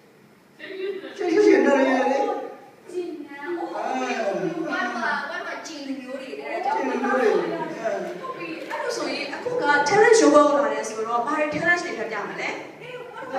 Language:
Burmese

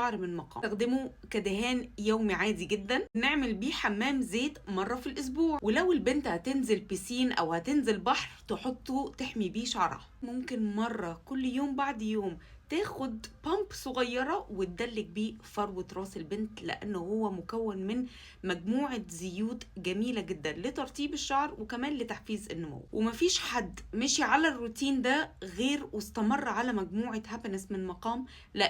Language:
Egyptian Arabic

